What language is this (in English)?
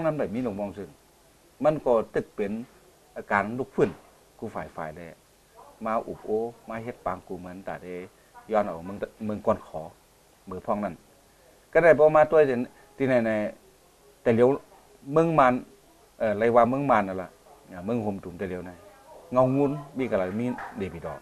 Shan